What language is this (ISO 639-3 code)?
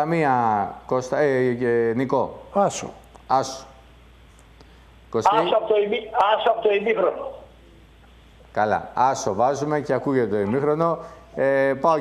ell